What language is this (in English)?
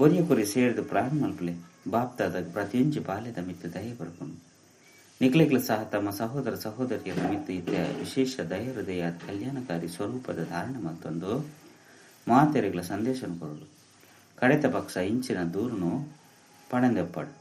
Tulu